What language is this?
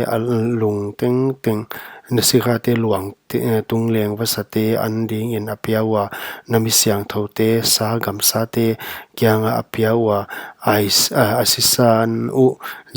Paite Chin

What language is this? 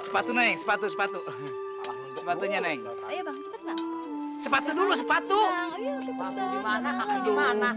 Betawi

